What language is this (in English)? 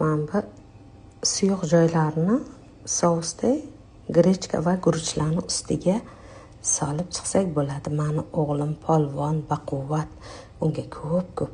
Uzbek